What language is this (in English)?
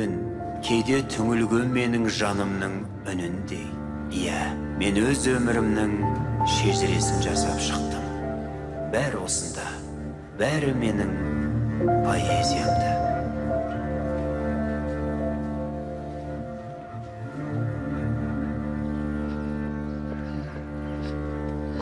Kazakh